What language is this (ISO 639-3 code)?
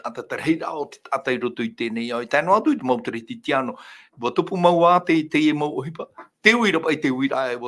tah